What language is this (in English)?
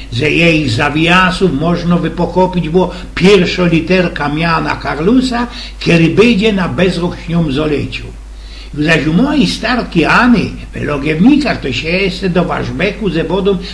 Silesian